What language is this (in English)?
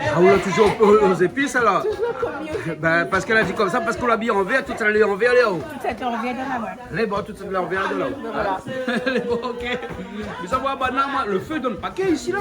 Réunion Creole French